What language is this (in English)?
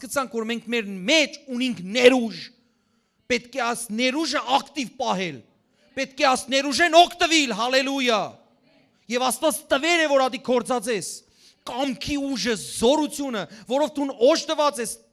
Western Armenian